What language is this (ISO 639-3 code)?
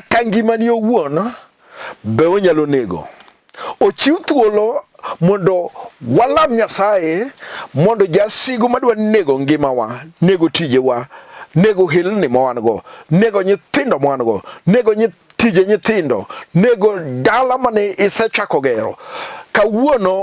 luo